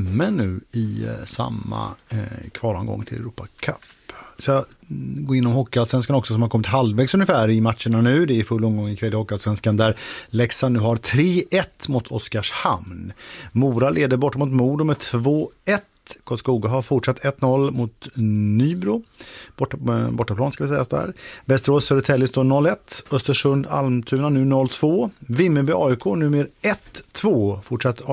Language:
Swedish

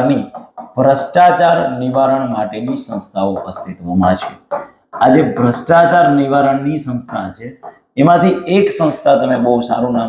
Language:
Gujarati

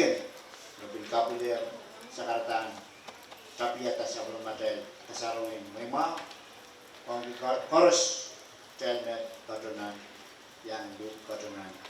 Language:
Pohnpeian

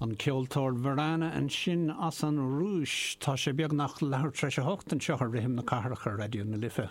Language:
Irish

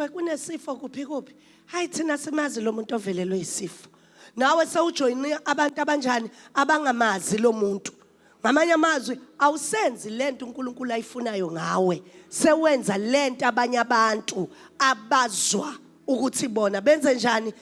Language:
Zulu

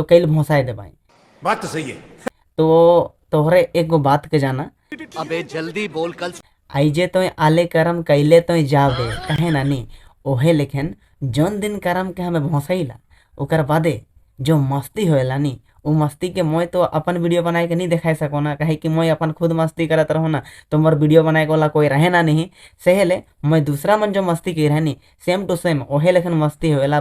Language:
Sadri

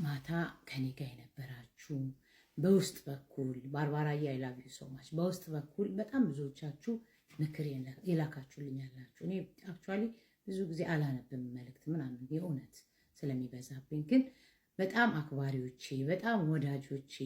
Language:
Amharic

